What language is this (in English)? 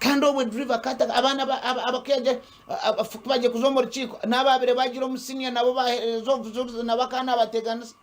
Nyankole